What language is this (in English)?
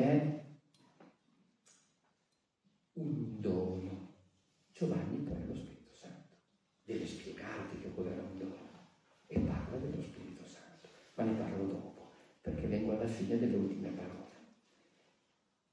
Italian